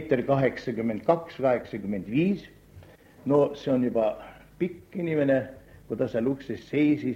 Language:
Estonian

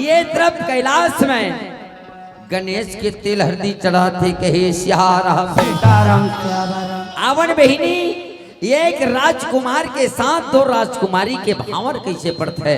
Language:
Chhattisgarhi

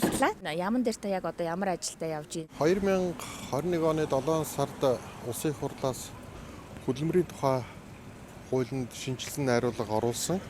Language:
Mongolian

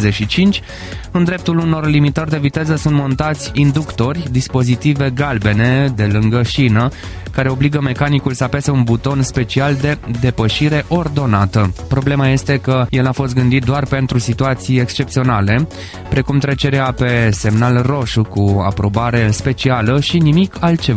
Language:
Romanian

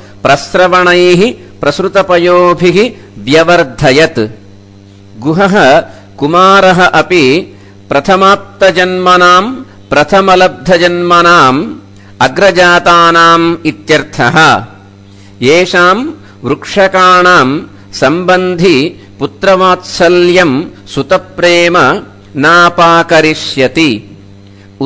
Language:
Sanskrit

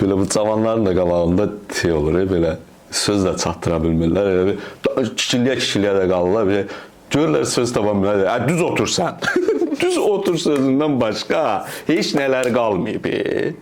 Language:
Azerbaijani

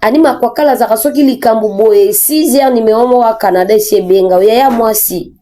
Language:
Lingala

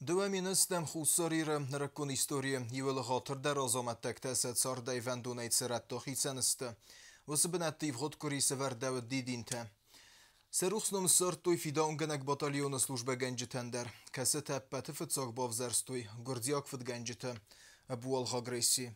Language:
Ossetic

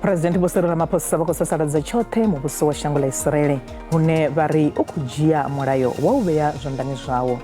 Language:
Venda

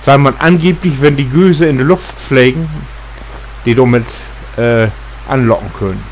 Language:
Low German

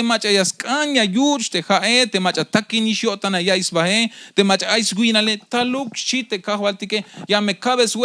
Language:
Tzeltal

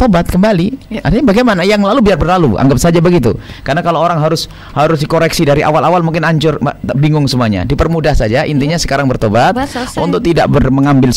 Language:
Indonesian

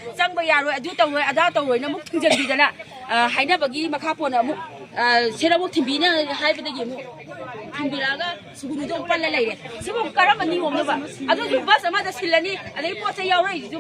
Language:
Manipuri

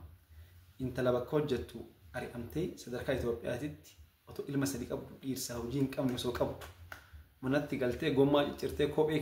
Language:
Oromo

